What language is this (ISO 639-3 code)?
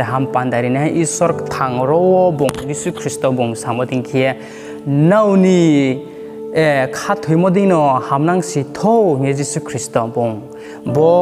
ria